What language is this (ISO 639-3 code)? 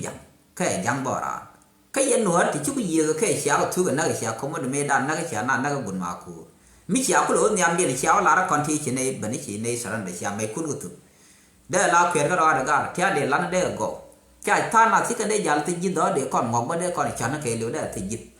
nus